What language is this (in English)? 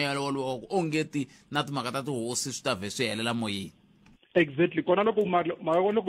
Tsonga